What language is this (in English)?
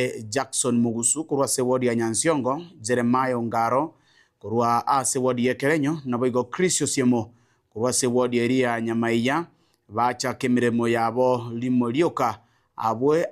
Gusii